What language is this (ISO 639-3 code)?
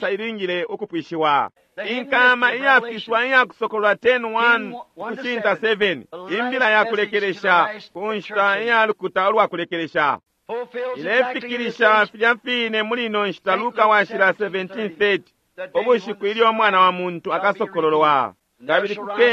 bem